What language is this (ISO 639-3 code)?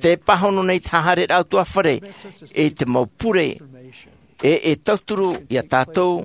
tah